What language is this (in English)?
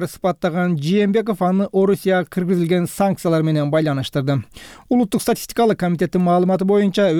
Kyrgyz